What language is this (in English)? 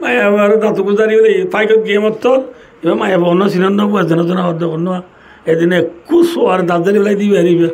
Rohingya